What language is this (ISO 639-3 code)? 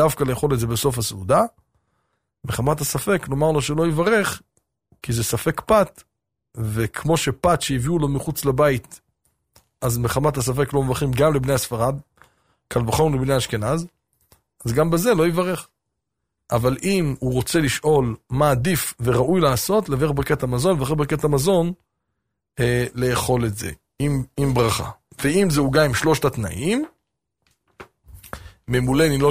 heb